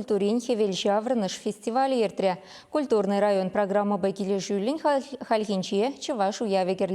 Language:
Chuvash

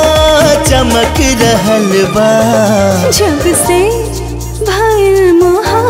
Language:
Bhojpuri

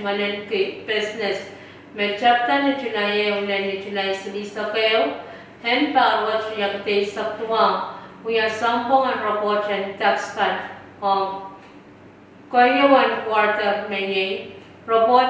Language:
Pohnpeian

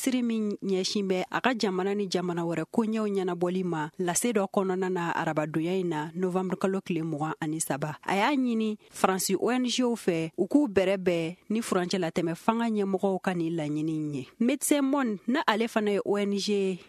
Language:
Bambara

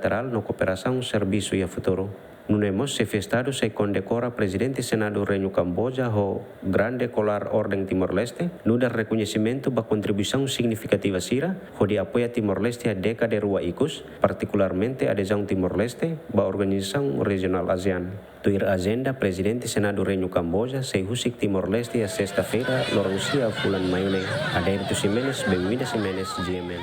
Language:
Tetum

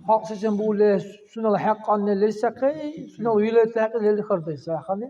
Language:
Dargwa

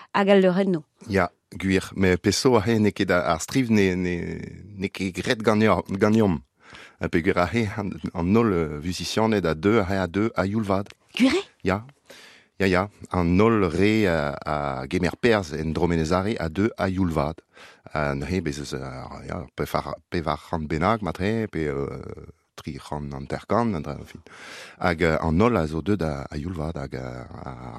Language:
Breton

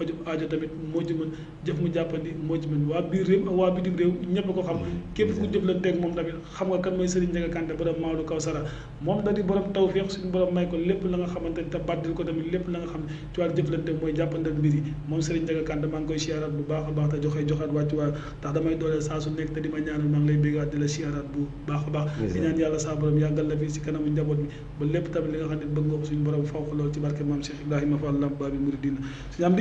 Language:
Wolof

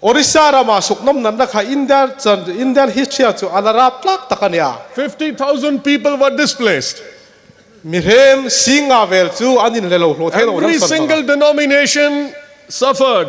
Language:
Hmar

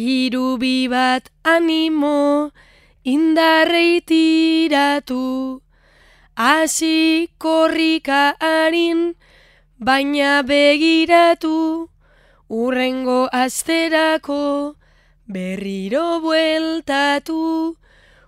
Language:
Basque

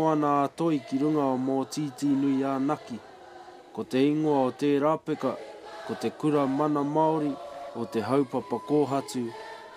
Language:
Māori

